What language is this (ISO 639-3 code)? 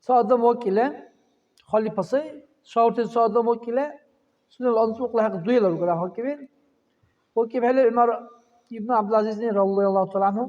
dar